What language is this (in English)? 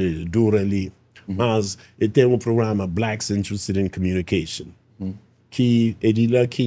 Kabuverdianu